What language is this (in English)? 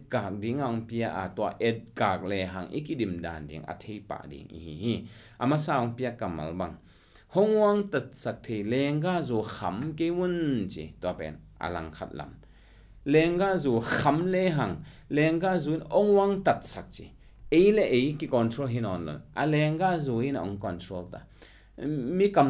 Tedim Chin